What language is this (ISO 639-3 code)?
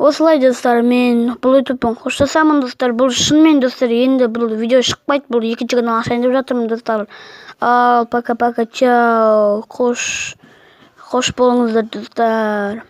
kaz